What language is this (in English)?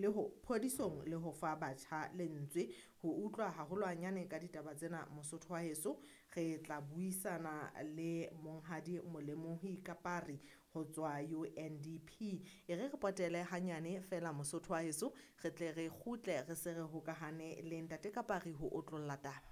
Southern Sotho